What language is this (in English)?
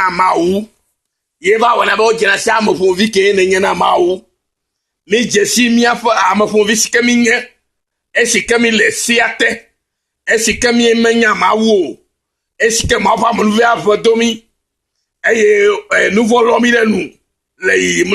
Ewe